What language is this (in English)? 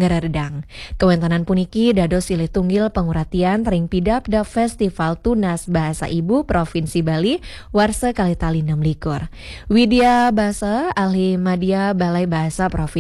Balinese